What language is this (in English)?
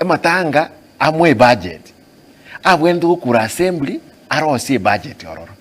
Gusii